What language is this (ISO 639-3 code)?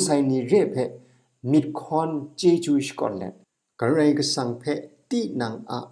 kac